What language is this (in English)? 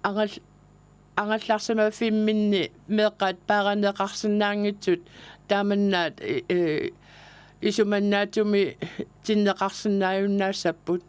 Kalaallisut